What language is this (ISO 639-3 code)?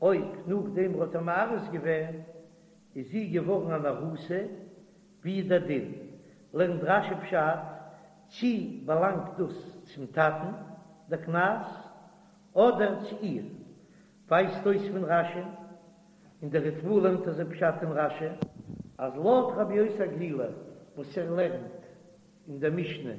yid